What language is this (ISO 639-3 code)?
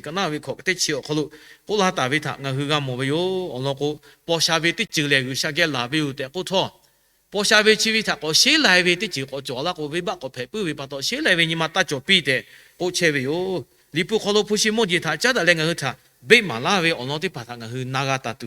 lhu